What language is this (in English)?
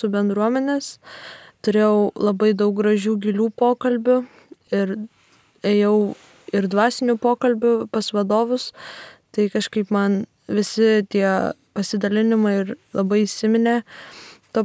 Lithuanian